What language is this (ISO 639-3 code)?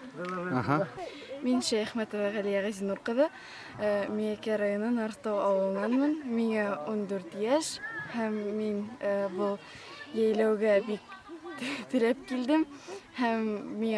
bak